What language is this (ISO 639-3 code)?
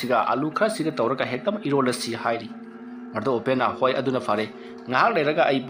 mni